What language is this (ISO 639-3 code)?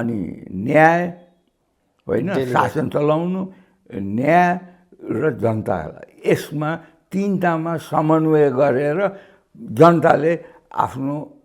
nep